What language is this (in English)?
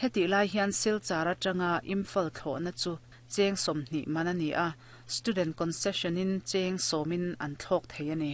Mizo